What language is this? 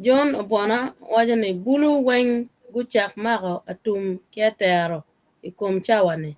Acoli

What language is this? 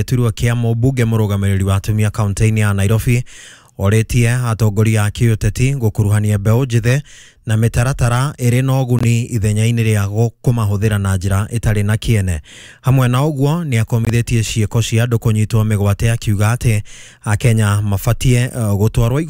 Kikuyu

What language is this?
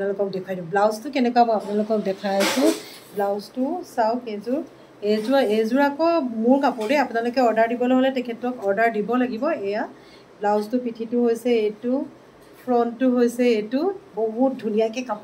Assamese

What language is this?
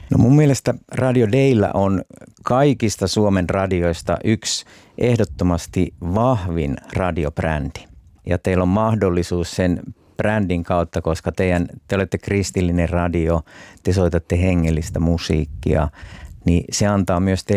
Finnish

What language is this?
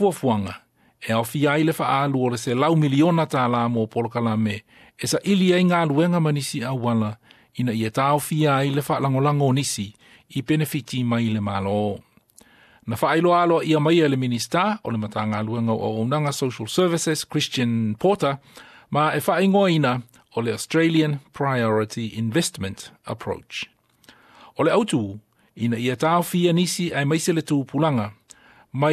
Samoan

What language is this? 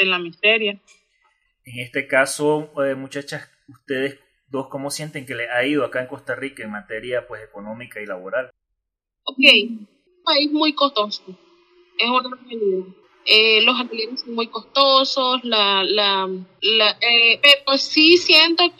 Spanish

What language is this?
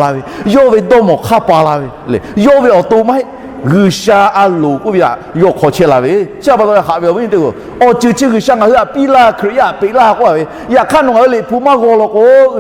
Lahu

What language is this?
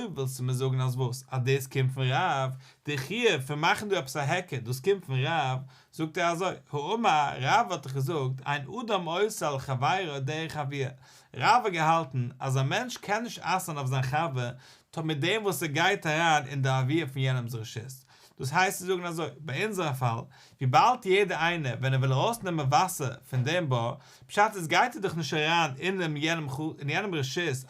Yiddish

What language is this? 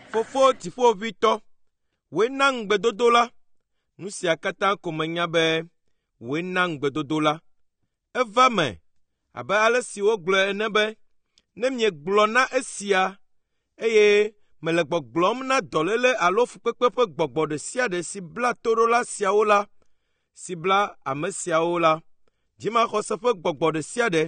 Ewe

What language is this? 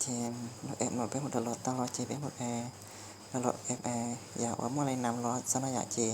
Hmong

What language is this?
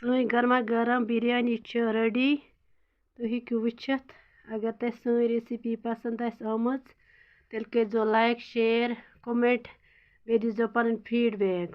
Kashmiri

